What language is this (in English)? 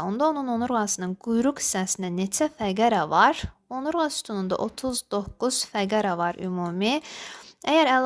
Azerbaijani